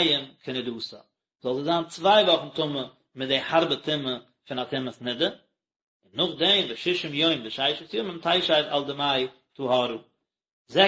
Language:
Yiddish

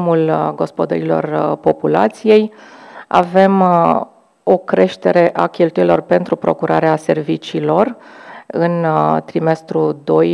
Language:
Romanian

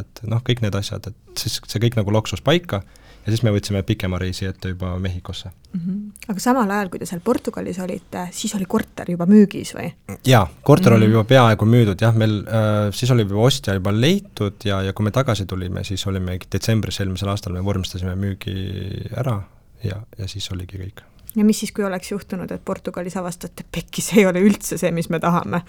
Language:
Estonian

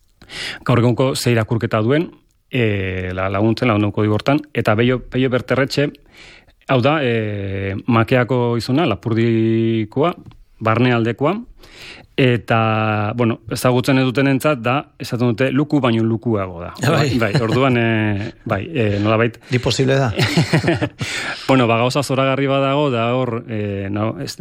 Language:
Basque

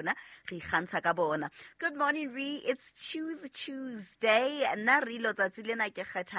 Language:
Southern Sotho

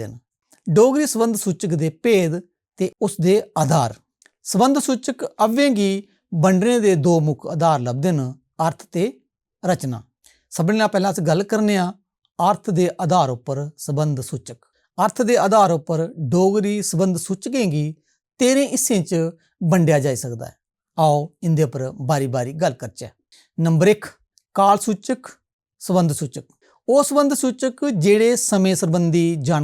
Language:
Dogri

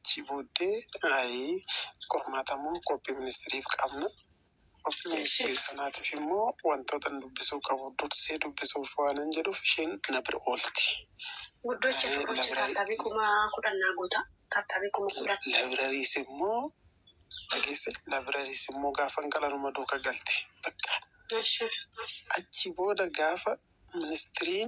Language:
Oromo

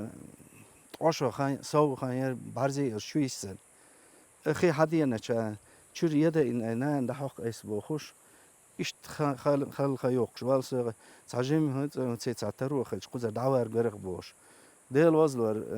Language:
Chechen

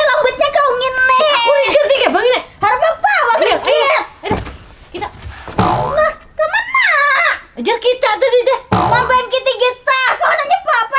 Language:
Banjar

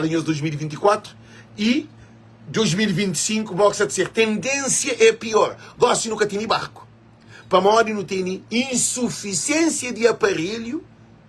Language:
Kabuverdianu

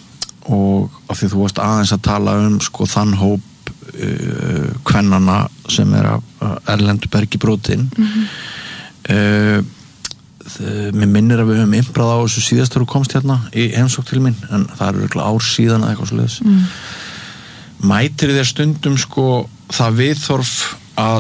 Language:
Icelandic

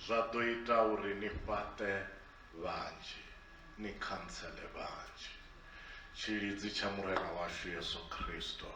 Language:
Venda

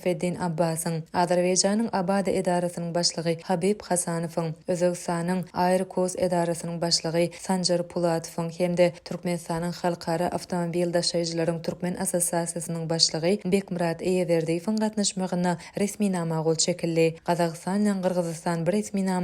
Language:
Turkmen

